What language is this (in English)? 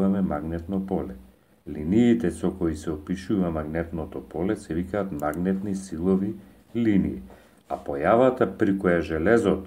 Macedonian